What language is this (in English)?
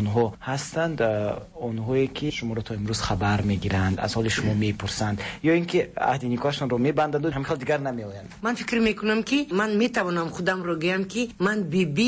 Persian